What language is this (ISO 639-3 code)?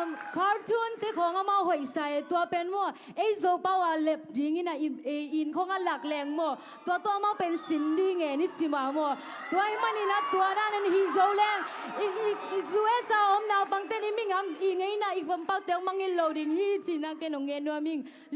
ctd